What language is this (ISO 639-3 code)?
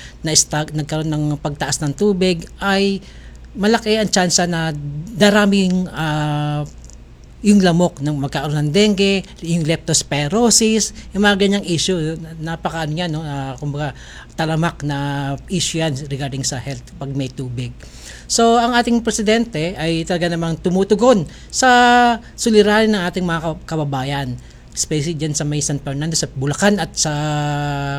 fil